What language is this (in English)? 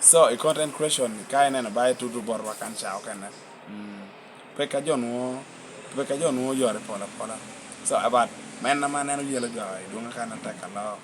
Lango (Uganda)